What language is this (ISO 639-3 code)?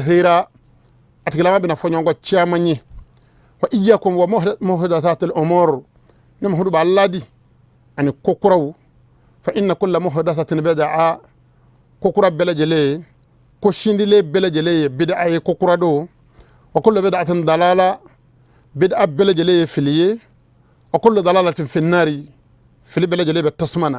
bam